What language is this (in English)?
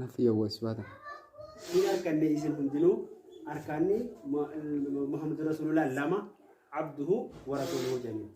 Oromo